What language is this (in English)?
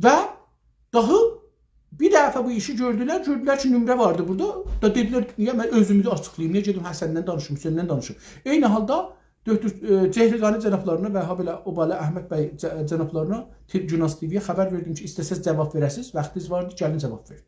South Azerbaijani